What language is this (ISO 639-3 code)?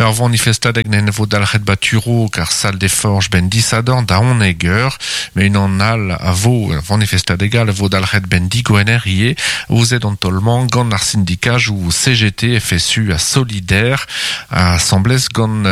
bre